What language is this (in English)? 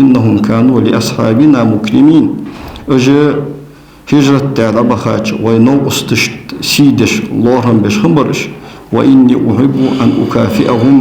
Ingush